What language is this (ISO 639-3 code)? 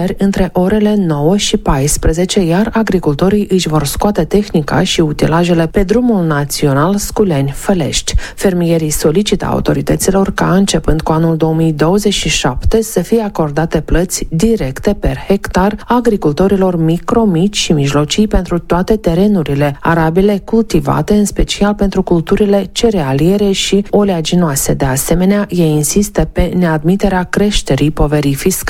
ron